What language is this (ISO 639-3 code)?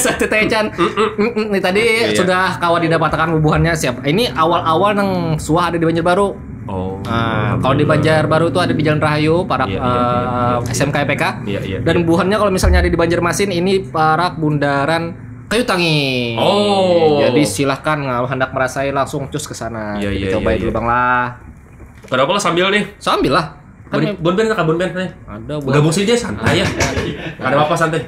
bjn